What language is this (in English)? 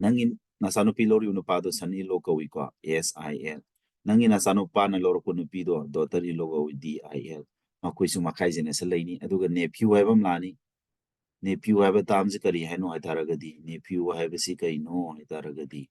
Manipuri